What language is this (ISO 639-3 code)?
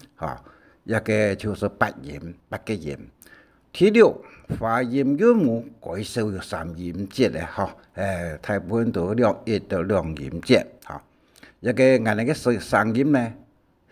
hak